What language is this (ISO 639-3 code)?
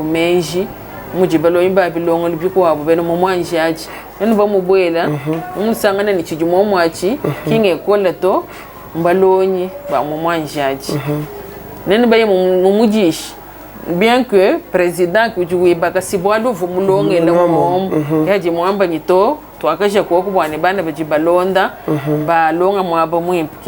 lua